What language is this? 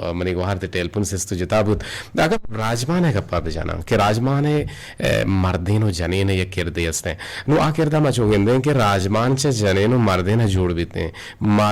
Eastern Balochi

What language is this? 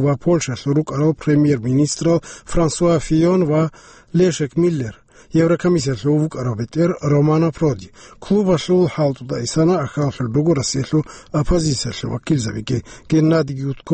Avaric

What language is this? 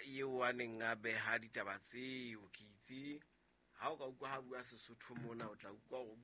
Southern Sotho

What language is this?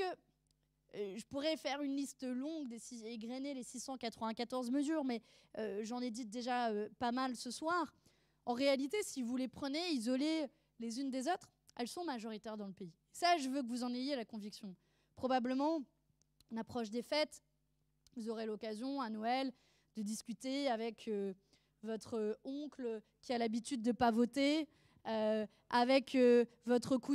French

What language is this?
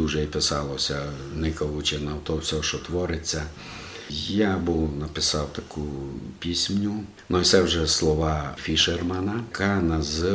Rusyn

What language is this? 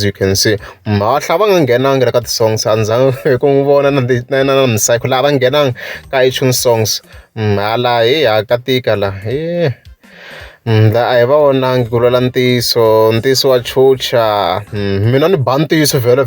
Tsonga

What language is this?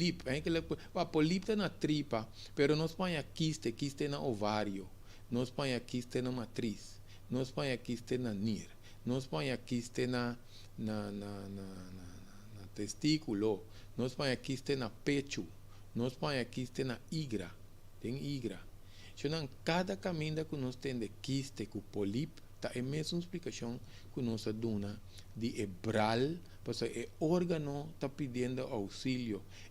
Papiamento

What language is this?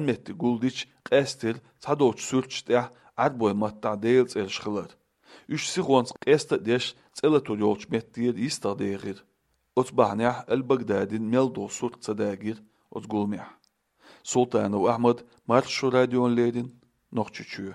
Chechen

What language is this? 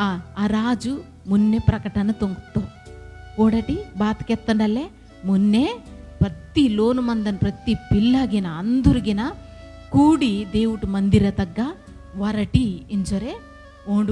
Koya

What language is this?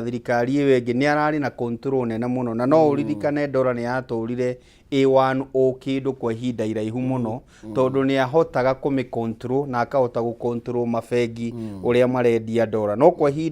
Kikuyu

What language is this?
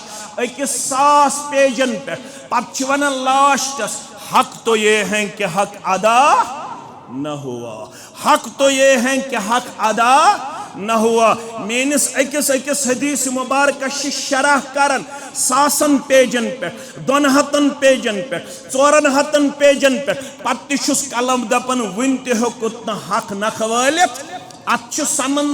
Kashmiri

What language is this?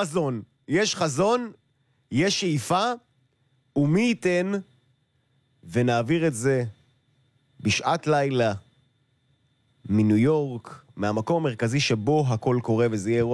Hebrew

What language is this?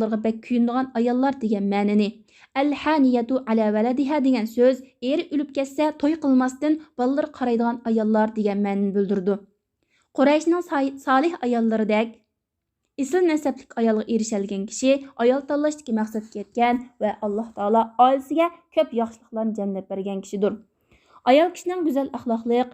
Uyghur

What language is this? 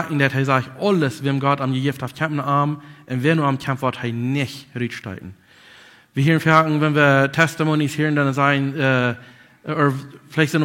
Plautdietsch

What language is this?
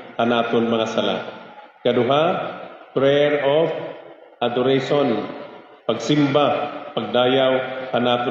Waray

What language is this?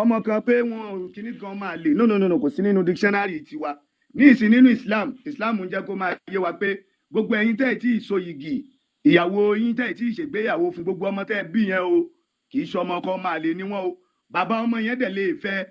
Yoruba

